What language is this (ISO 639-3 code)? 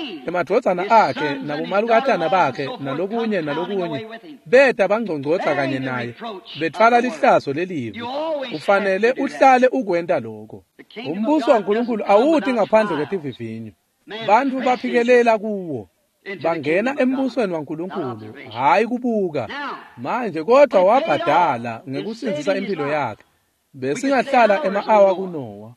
ssw